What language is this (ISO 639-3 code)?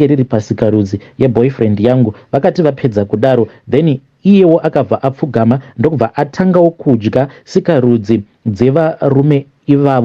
sna